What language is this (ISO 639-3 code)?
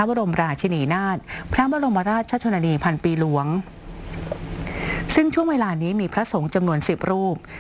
tha